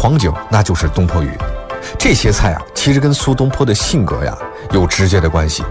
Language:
Chinese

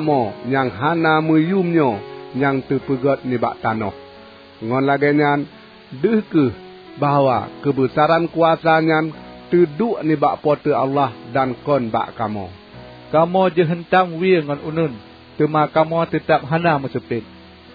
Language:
Achinese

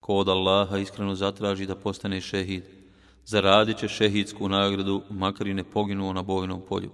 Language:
Bosnian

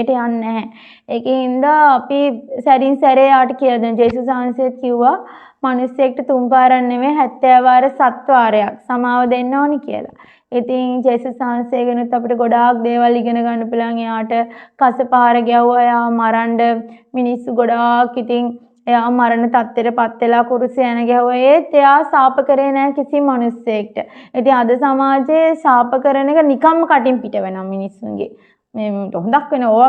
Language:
Sinhala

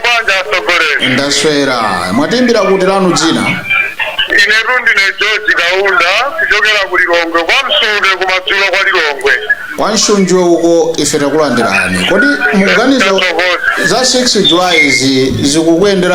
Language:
Nyanja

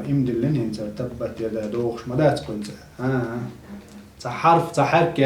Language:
Chechen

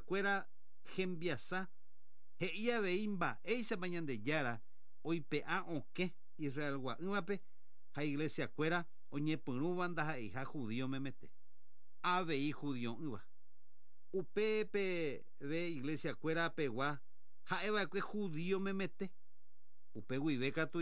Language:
Guarani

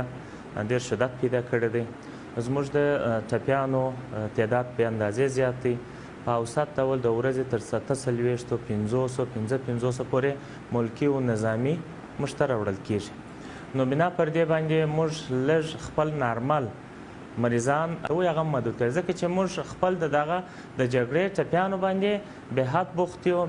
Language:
Pashto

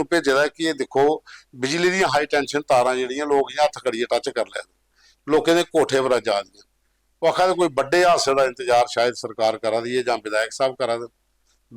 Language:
Dogri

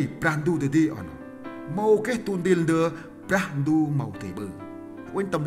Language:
Central Mnong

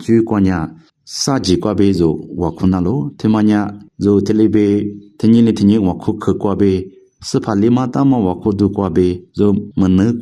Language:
Lisu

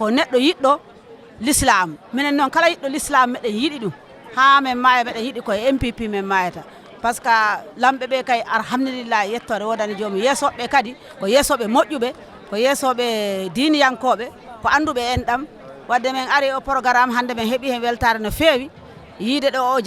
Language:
Fula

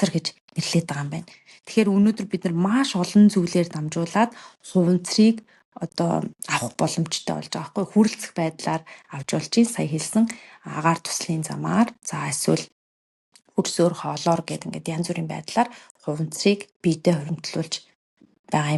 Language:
Mongolian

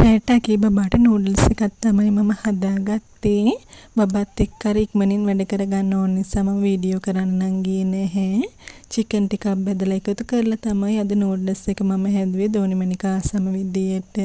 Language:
Sinhala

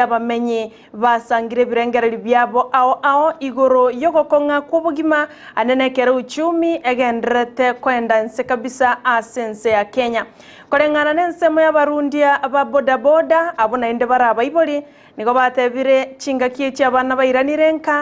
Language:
Gusii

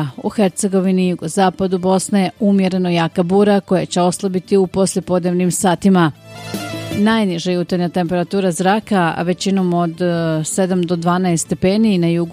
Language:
Bosnian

